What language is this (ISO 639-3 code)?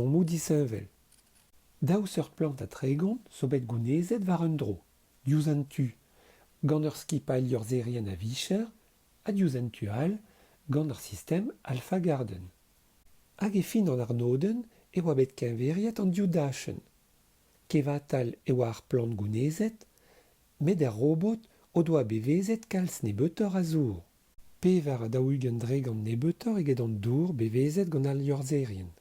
bre